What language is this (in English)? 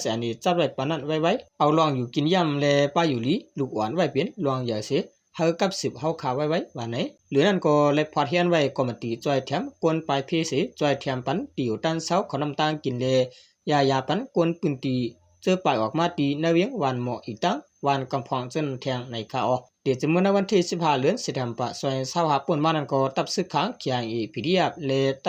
Shan